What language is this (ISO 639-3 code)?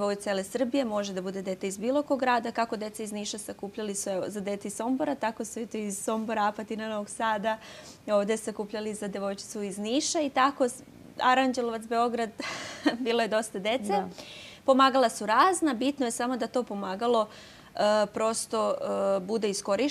srp